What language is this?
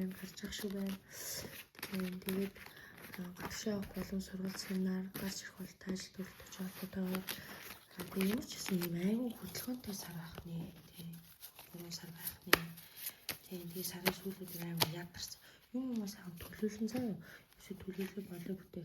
Mongolian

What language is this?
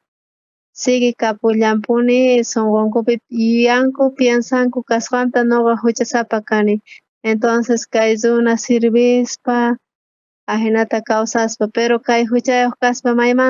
South Bolivian Quechua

